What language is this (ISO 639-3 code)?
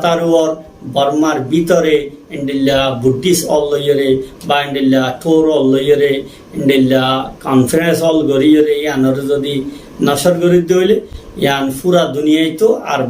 rhg